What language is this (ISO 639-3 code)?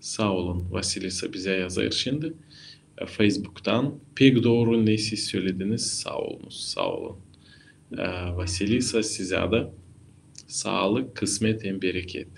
gag